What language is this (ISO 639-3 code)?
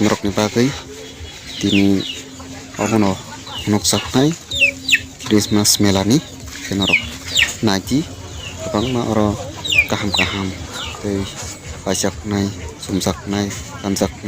trp